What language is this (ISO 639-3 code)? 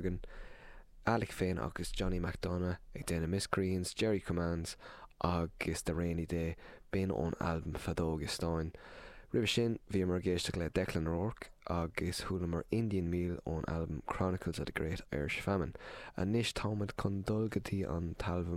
gle